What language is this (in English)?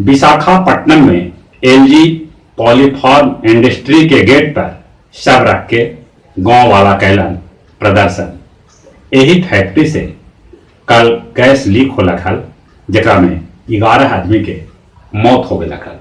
Magahi